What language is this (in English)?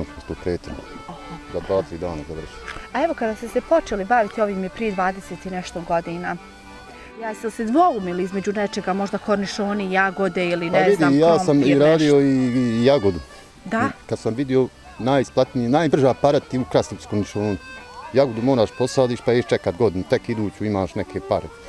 Bosnian